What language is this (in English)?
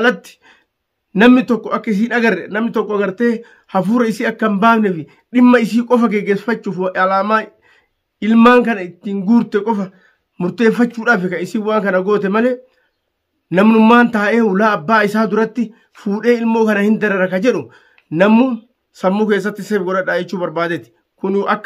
Oromo